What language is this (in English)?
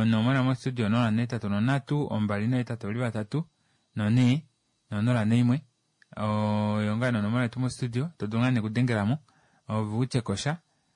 Kuanyama